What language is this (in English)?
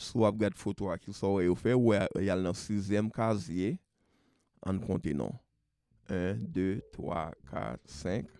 Haitian Creole